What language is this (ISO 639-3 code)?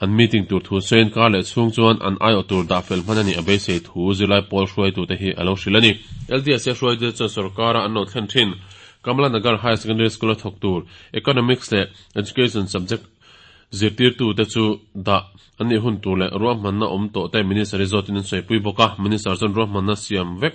lus